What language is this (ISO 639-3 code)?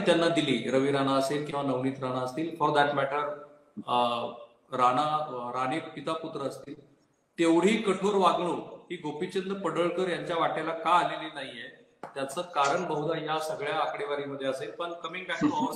mar